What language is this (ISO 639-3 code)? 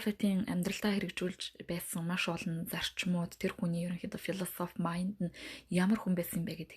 mon